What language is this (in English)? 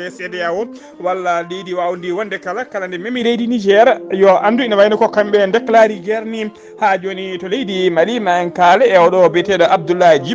Fula